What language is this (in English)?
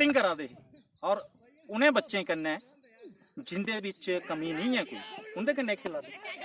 Dogri